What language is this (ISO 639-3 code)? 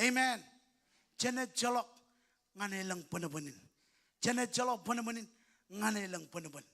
mah